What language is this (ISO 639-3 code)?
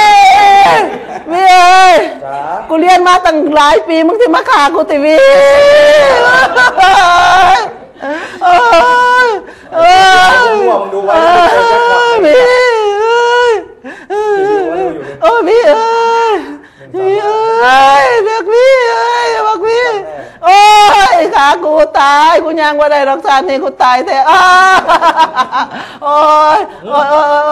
tha